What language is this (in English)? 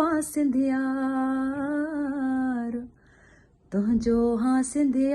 Sindhi